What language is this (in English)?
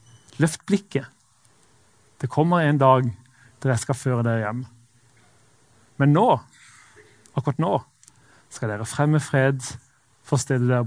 Norwegian